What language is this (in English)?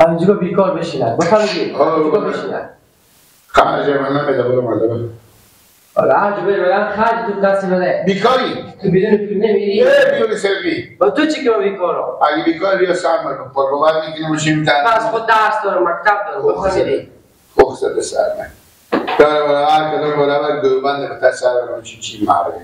Persian